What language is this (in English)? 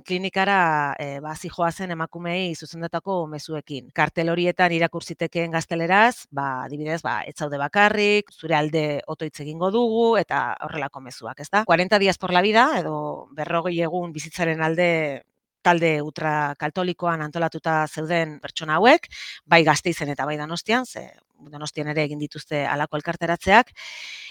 Basque